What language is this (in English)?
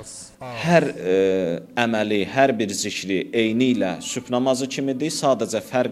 Azerbaijani